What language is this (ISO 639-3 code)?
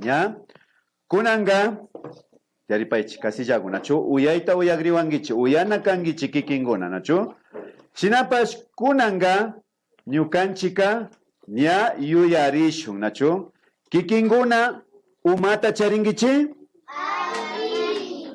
qvi